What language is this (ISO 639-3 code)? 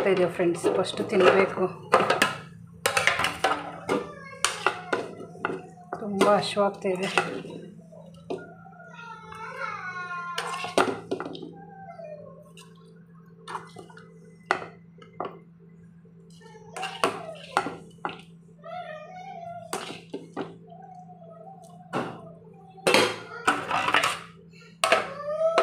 kan